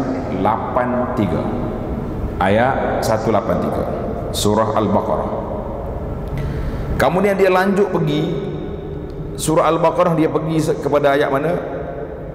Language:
Malay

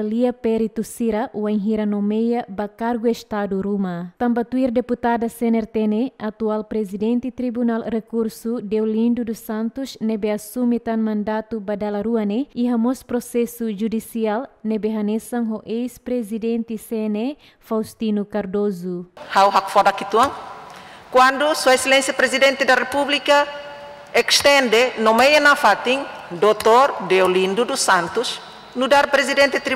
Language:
Tetum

